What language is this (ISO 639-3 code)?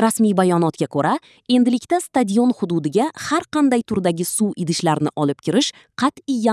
uzb